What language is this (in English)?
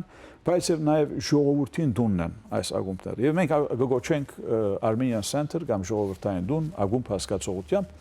Western Armenian